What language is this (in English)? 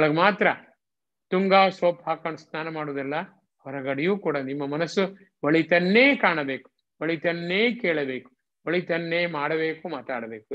Kannada